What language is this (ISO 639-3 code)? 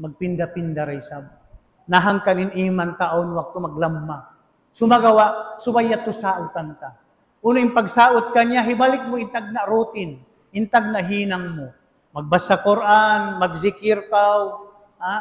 tsg